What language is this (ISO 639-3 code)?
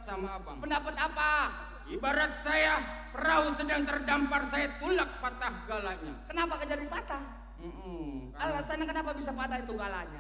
bew